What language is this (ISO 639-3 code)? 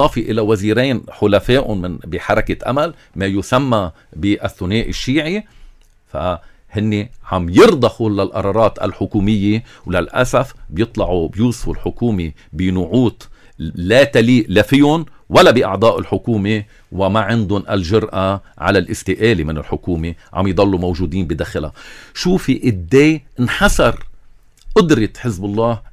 apc